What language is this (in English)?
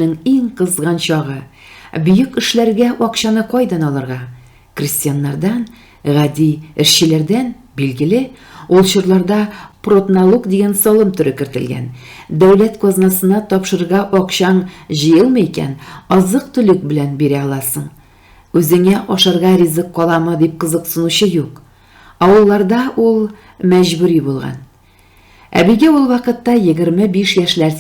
Tatar